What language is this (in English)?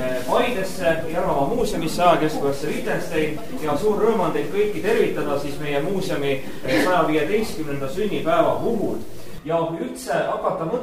Estonian